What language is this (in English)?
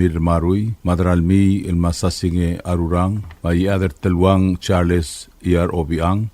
Palauan